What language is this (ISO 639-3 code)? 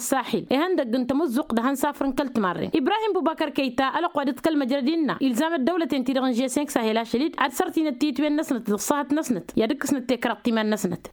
taq